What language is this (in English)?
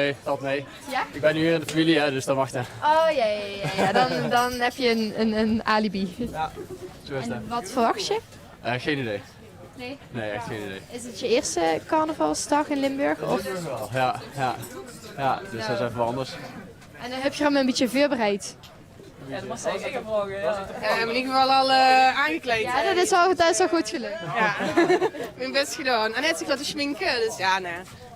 Limburgish